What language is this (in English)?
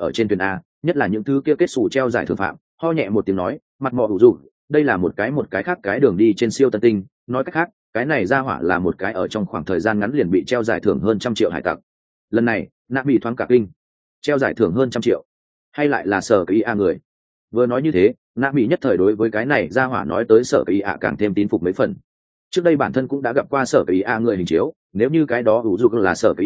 Vietnamese